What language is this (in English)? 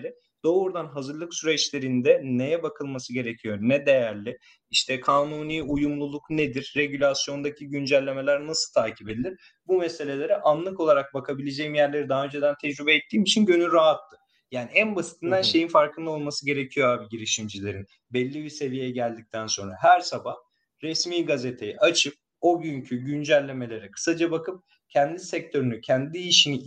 Turkish